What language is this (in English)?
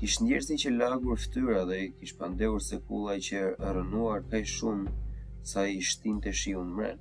Albanian